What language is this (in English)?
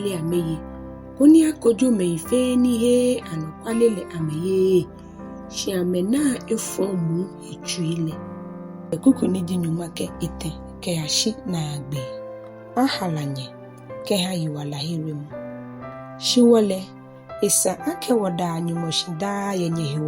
Ga